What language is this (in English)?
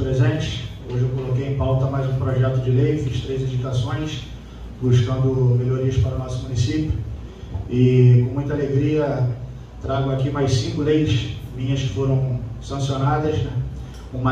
Portuguese